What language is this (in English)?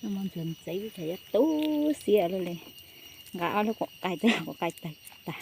Hmong